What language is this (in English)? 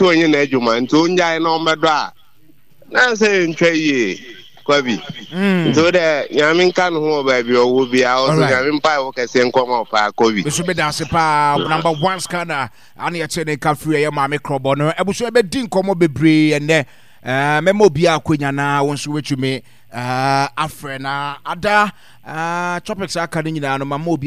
Akan